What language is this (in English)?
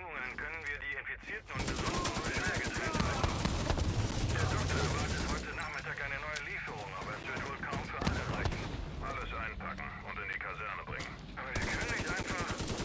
Bavarian